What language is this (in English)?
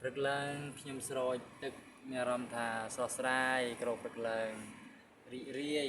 Khmer